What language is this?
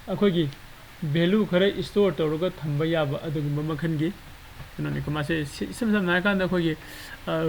Manipuri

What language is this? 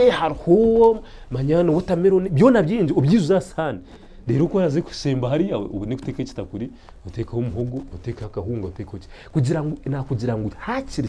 Nyankole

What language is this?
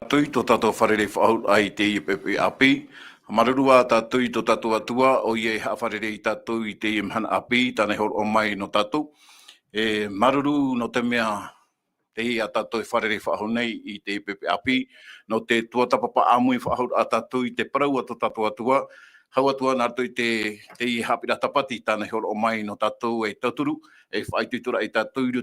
Tahitian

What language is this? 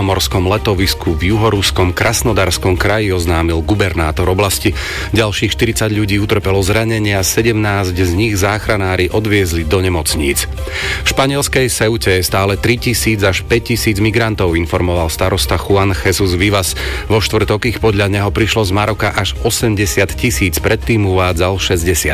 Slovak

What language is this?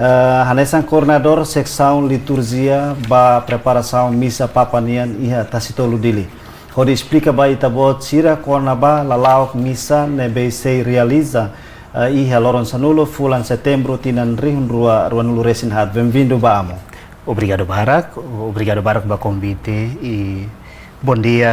Tetum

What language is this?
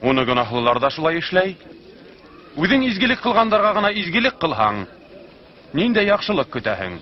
Bashkir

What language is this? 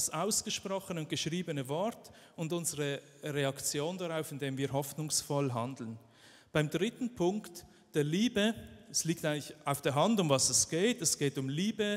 Swiss German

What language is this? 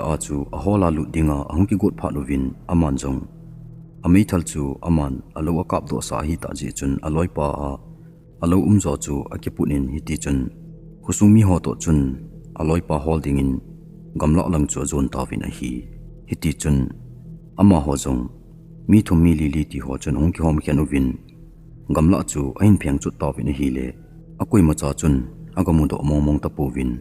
Thado Chin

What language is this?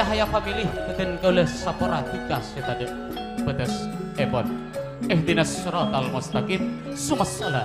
Madurese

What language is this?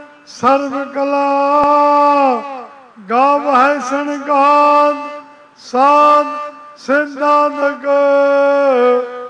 Punjabi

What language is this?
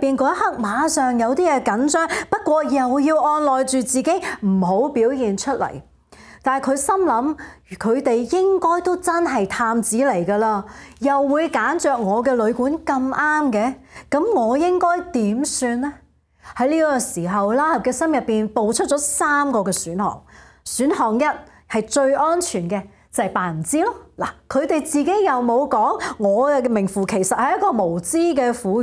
Cantonese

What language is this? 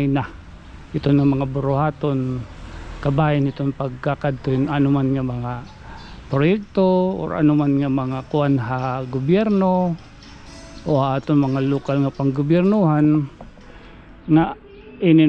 Waray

